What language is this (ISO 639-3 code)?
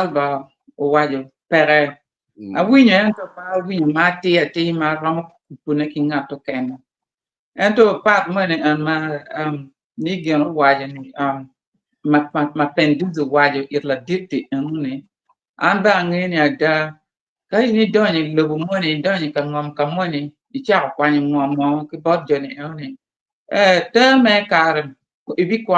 ach